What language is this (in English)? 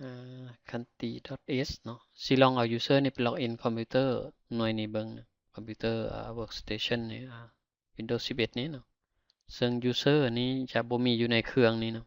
Lao